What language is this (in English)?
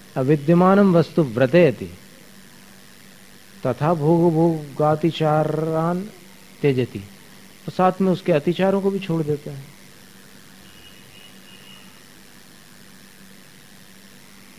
Hindi